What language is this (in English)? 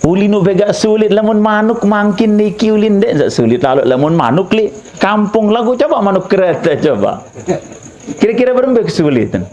Sasak